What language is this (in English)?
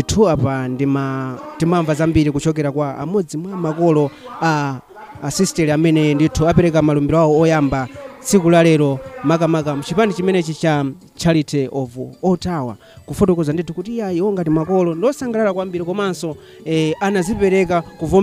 Nyanja